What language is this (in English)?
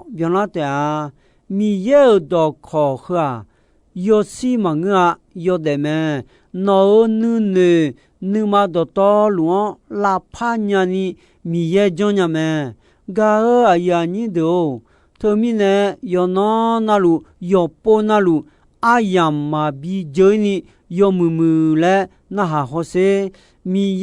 Akha